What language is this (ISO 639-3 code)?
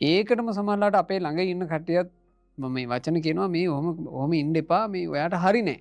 sin